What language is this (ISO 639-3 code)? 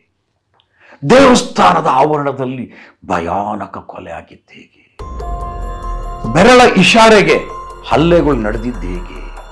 kan